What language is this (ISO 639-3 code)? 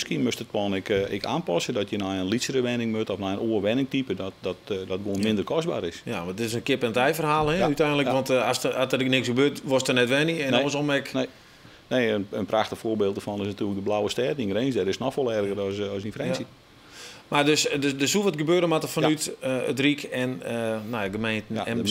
fry